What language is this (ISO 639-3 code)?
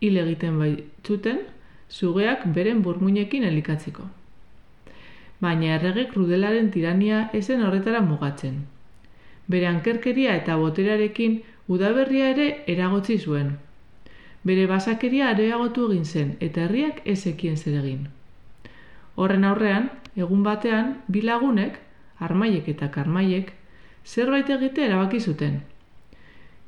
eus